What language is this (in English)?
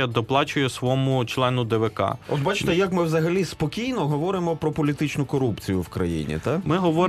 Ukrainian